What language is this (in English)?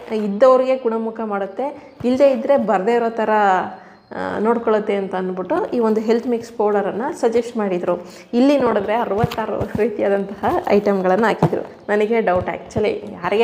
Kannada